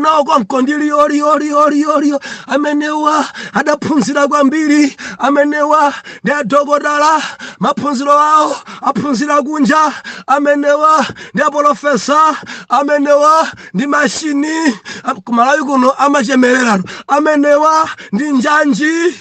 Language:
Nyanja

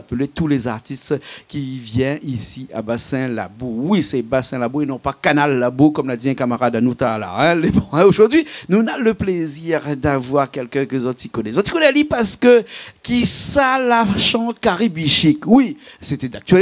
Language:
Réunion Creole French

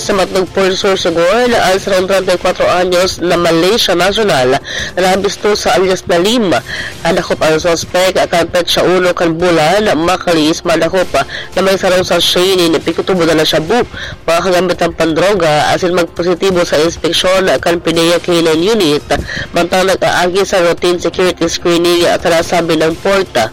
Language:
Bikol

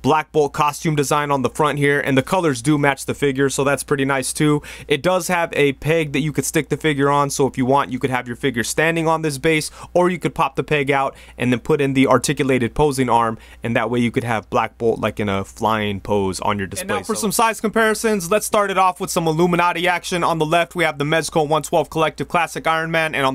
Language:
English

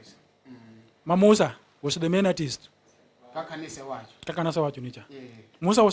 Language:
Luo (Kenya and Tanzania)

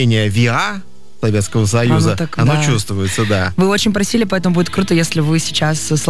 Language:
Russian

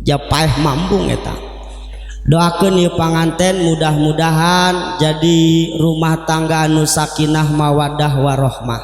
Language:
Sundanese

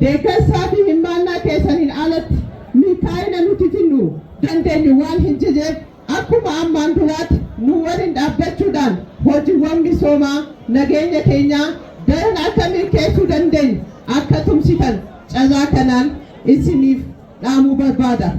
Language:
Oromo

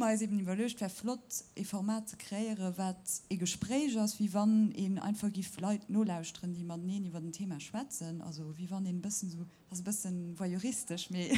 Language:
Luxembourgish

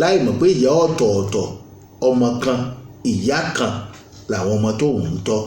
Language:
Yoruba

